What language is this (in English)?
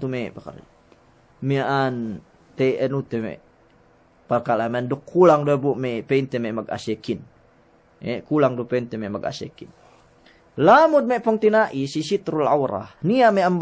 Yakan